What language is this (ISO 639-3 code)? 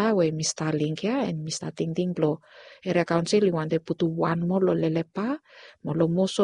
bis